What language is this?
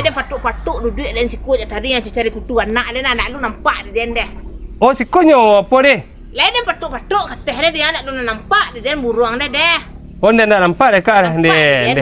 Minangkabau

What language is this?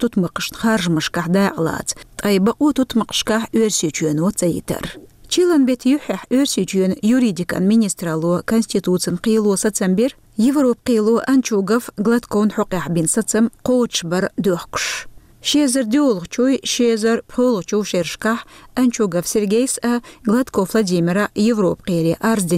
Chechen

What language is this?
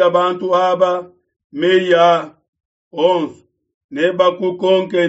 Luba-Lulua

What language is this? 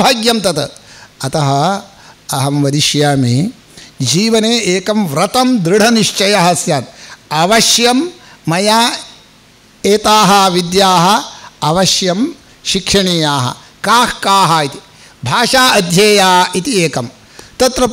Sanskrit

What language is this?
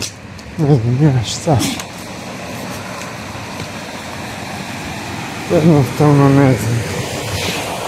Croatian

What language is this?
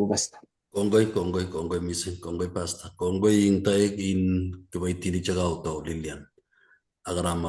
Kalenjin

